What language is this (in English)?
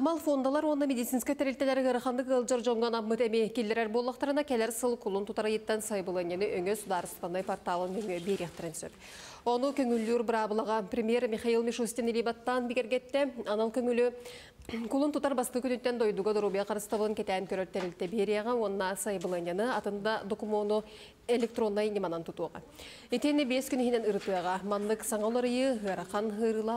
Yakut